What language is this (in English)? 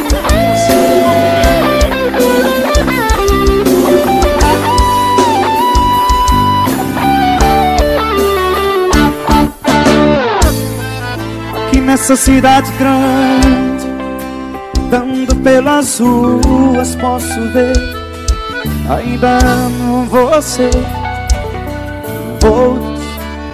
Portuguese